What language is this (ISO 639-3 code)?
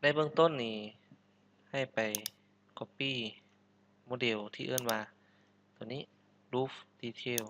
lao